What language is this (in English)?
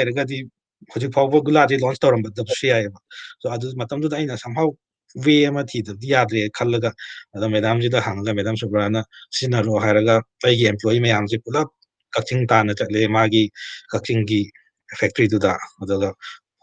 Manipuri